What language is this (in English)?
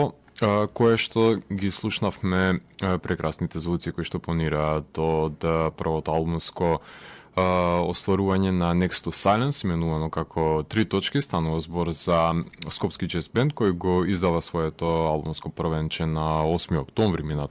Macedonian